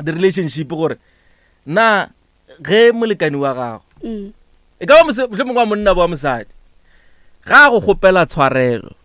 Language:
Northern Sotho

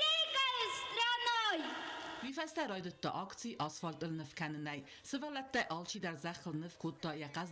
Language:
Ossetic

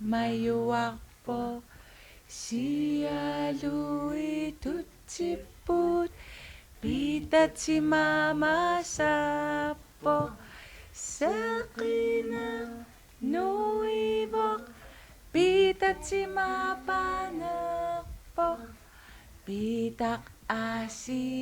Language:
Kalaallisut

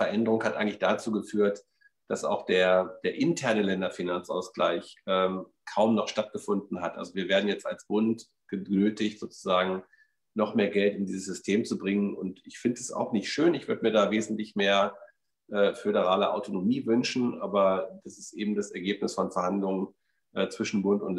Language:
German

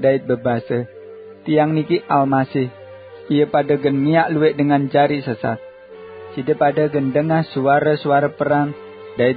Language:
Sasak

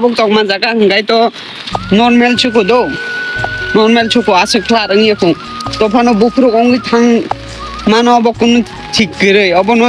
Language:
Kok Borok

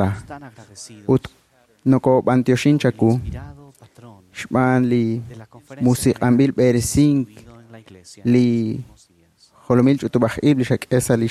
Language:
Kekchí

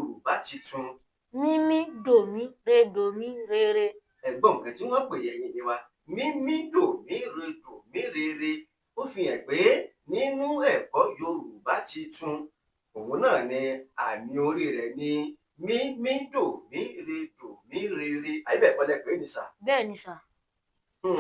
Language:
Yoruba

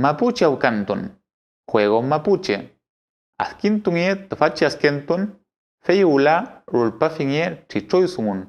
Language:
Mapuche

